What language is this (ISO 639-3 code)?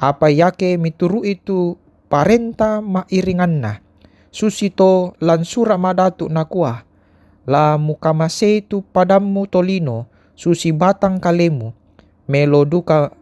sda